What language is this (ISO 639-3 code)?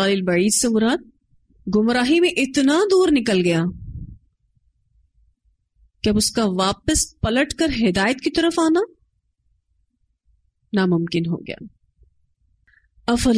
urd